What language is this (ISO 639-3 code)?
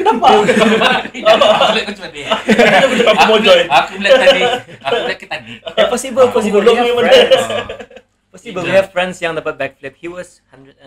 msa